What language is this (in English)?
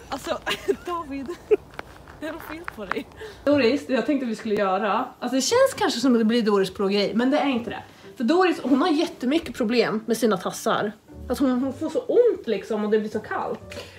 Swedish